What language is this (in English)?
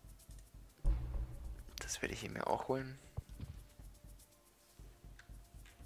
German